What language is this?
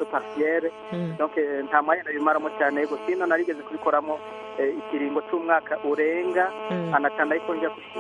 Kinyarwanda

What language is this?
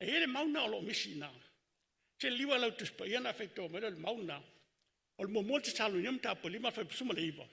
Samoan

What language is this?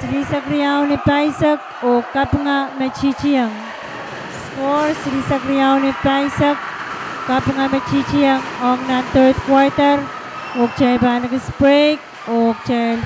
Pohnpeian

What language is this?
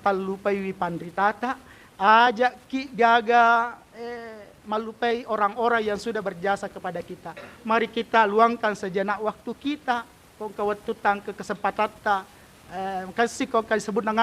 Buginese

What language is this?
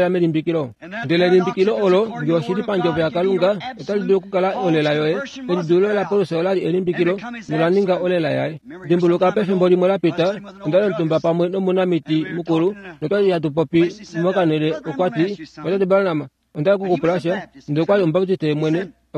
Kuanyama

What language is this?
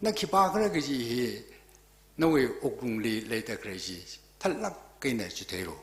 Tangkhul Naga (India)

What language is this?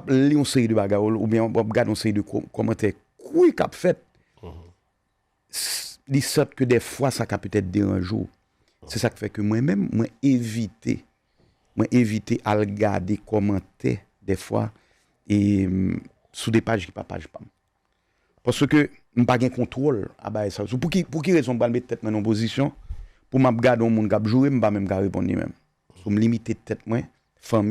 Haitian Creole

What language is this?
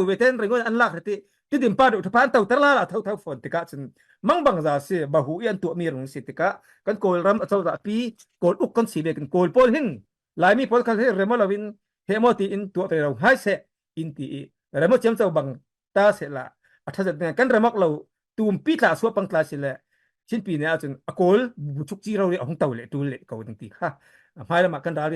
Falam Chin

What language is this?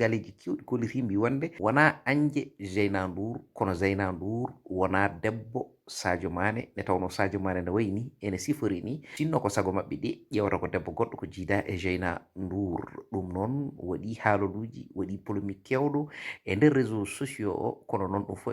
Fula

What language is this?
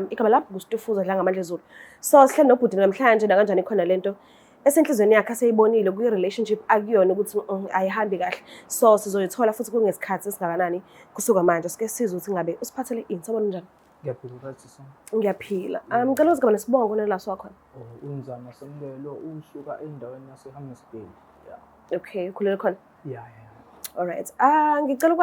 Zulu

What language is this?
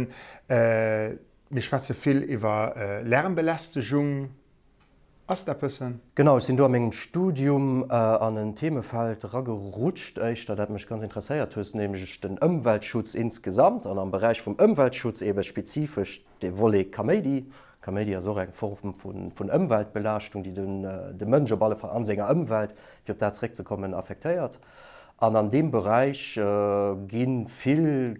Luxembourgish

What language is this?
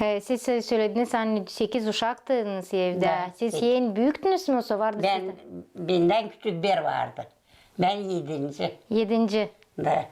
Gagauz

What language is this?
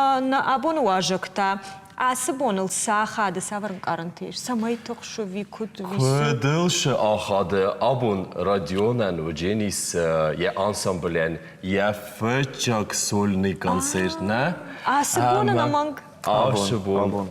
Ossetic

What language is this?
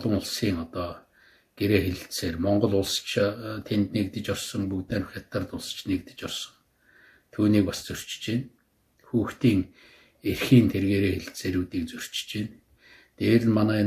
Mongolian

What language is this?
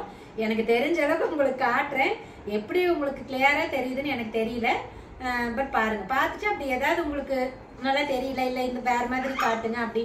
Tamil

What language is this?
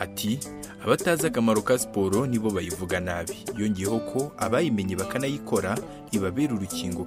Kinyarwanda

